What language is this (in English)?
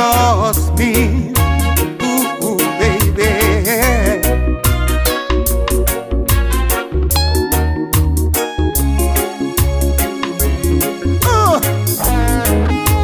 English